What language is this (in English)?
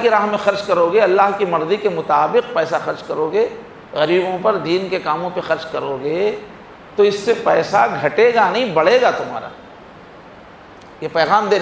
Urdu